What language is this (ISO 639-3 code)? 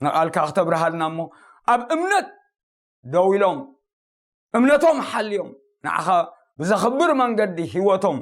tir